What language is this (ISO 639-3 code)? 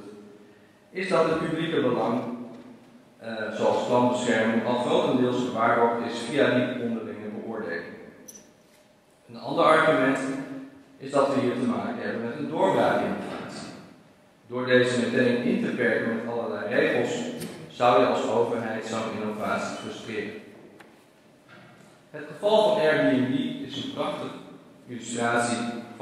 nld